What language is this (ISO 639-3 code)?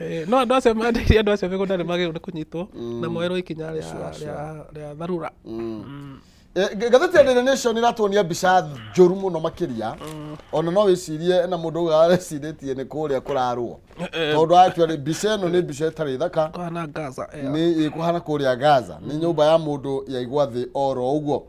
kik